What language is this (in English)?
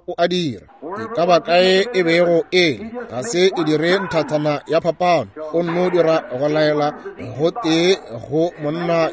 Northern Sotho